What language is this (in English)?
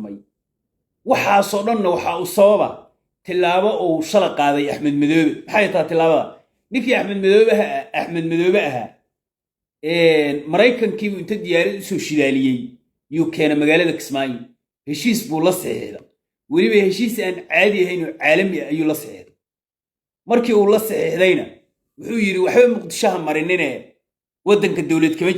Somali